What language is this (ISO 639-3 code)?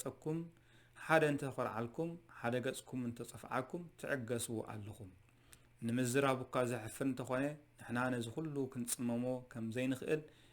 tir